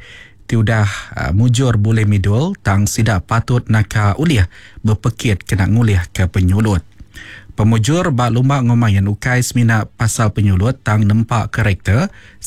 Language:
Iban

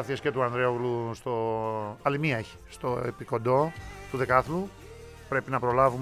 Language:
Greek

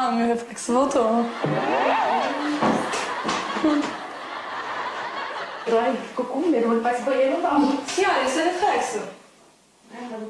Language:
Portuguese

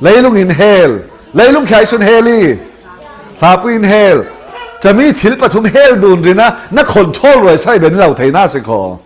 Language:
Falam Chin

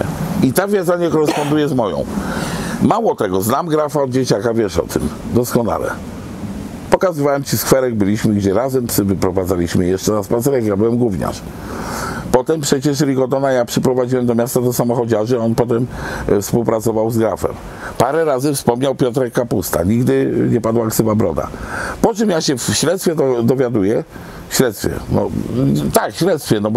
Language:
Polish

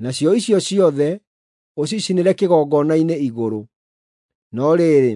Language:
Kikuyu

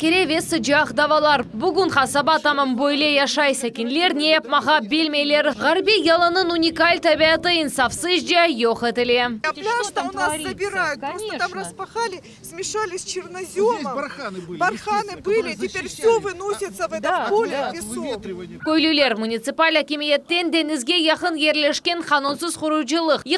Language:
Crimean Tatar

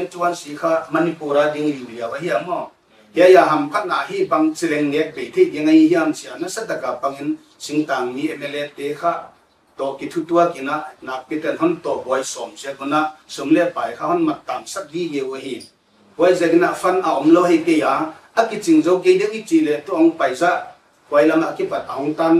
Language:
Paite Chin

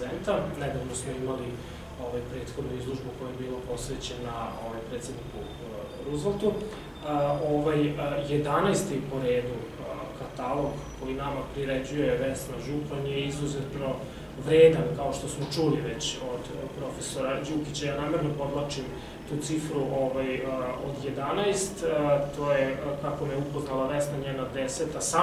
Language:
Serbian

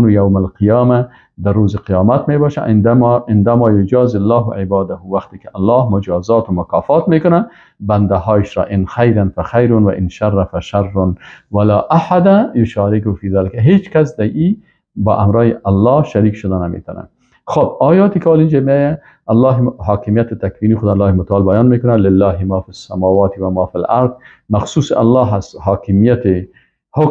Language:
Persian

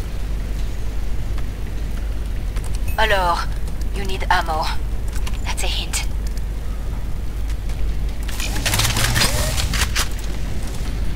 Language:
Romanian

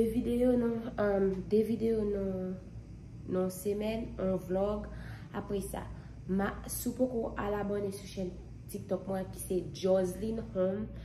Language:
Haitian Creole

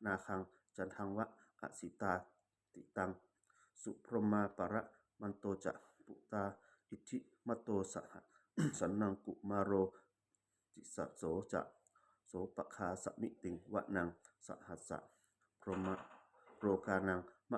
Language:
Pali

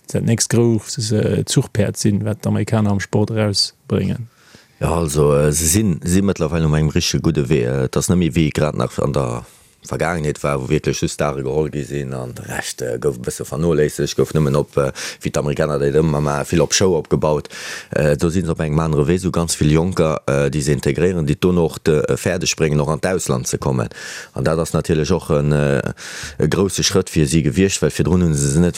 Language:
Luxembourgish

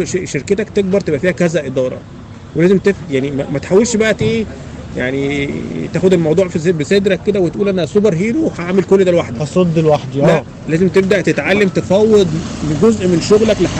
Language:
Egyptian Arabic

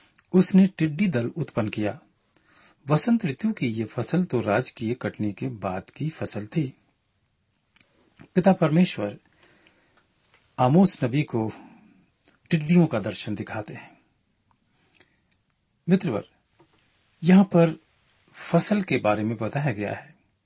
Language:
Hindi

